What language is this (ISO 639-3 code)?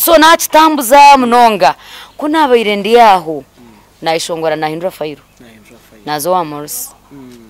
nyn